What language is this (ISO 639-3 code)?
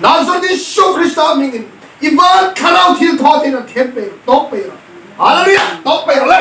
hmr